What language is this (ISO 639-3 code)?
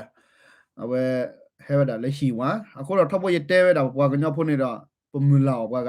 ksw